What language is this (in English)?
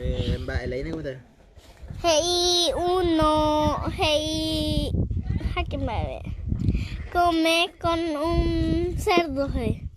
Guarani